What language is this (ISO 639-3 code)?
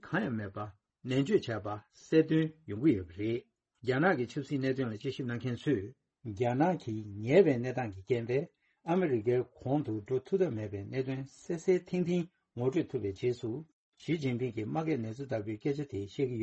bod